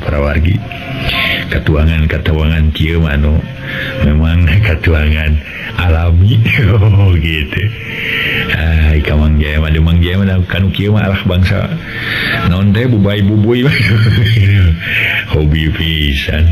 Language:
Sundanese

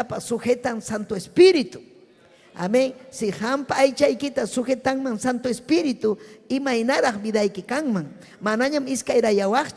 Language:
Ayacucho Quechua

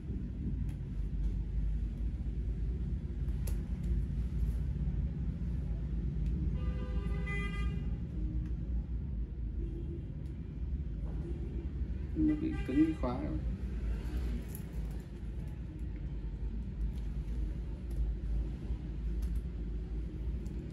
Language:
Vietnamese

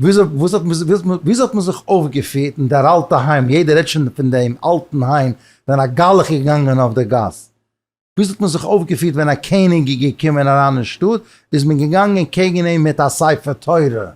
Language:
Yiddish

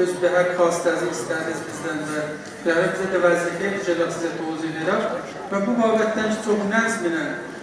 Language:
South Azerbaijani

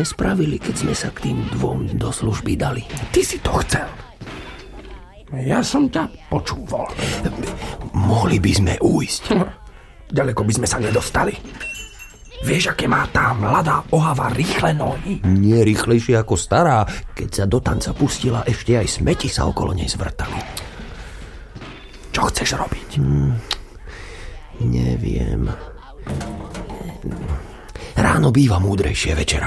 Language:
Slovak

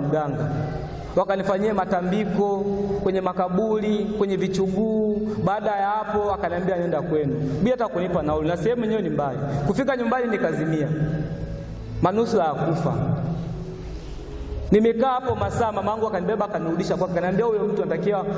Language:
Swahili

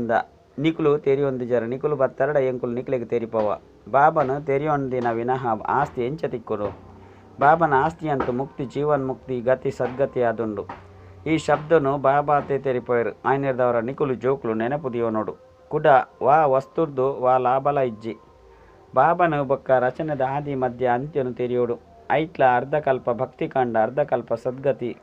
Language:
Tulu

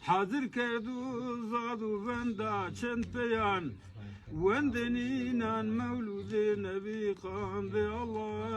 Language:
Zaza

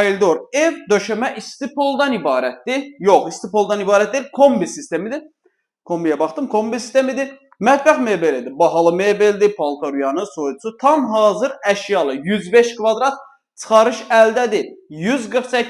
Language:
Azerbaijani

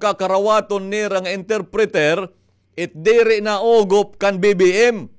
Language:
Waray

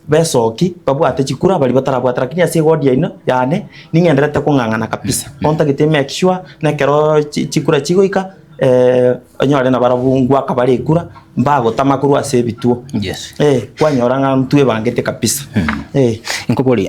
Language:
Gusii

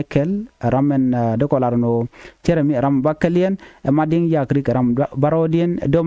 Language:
Nuer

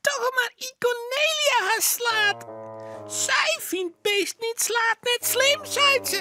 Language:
Western Frisian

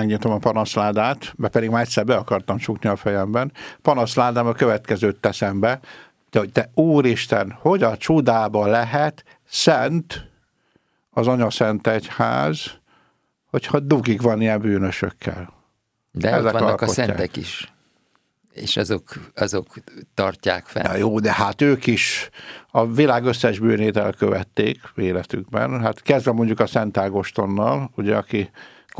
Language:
Hungarian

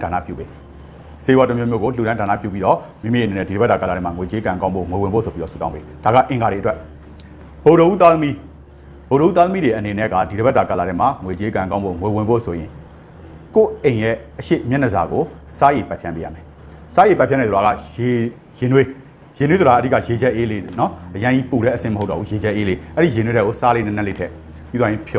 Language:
Burmese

